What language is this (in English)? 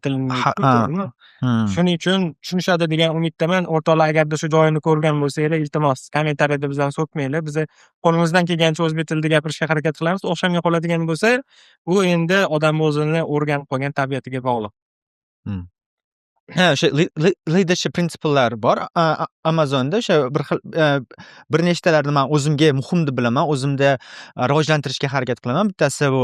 Uzbek